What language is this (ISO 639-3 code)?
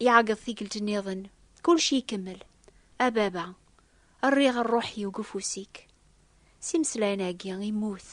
kab